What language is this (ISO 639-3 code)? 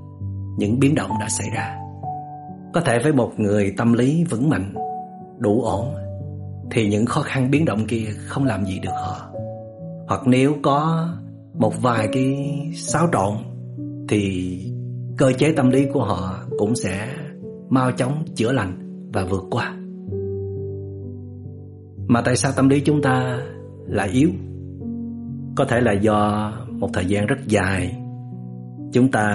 vie